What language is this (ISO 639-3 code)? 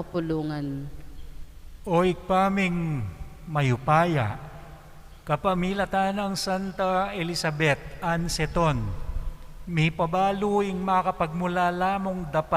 pam